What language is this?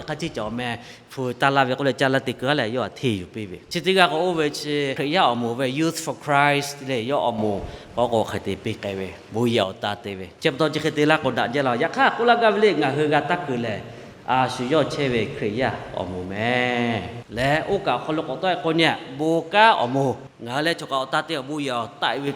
Lahu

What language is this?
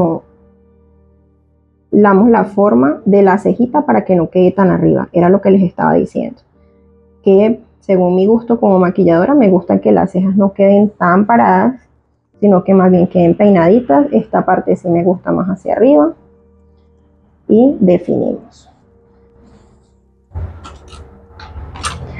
Spanish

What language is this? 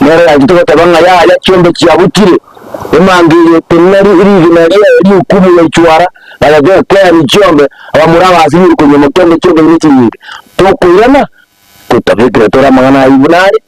Gusii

